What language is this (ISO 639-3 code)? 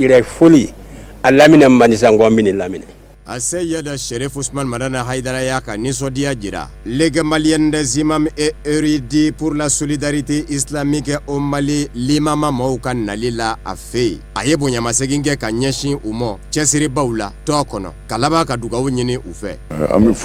bam